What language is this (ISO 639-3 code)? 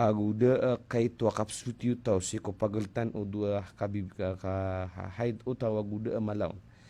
mrw